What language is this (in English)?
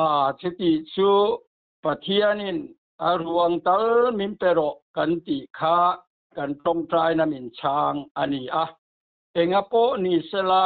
Mizo